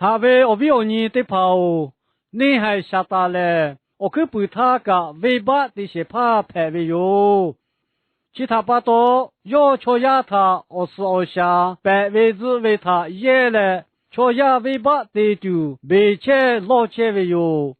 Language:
Lahu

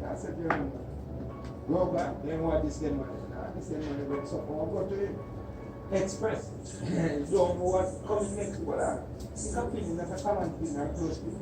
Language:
Jamaican Creole English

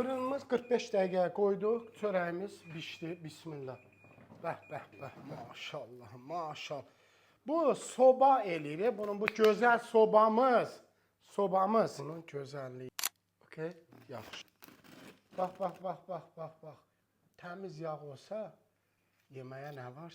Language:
Azerbaijani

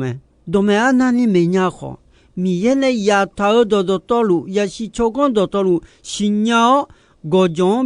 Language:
Akha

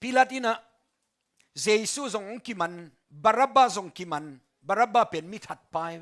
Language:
Tedim Chin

